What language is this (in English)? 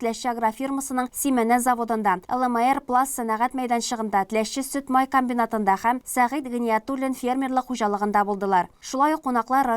Tatar